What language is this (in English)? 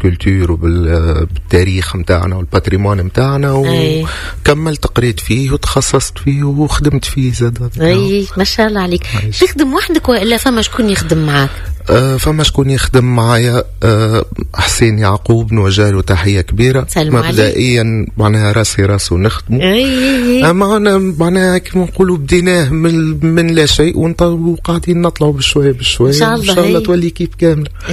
Tunisian Arabic